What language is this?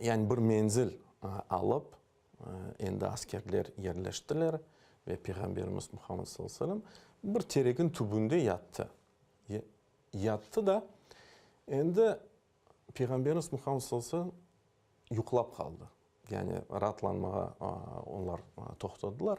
Crimean Tatar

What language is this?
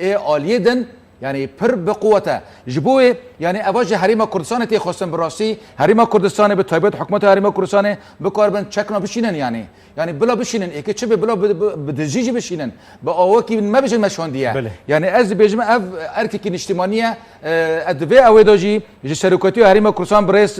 Kurdish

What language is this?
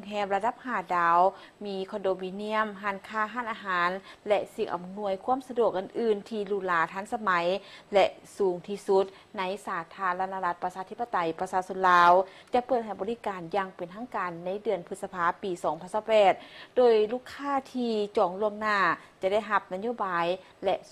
Lao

